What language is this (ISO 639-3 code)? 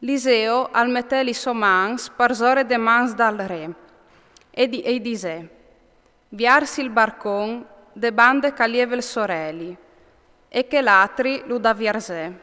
fur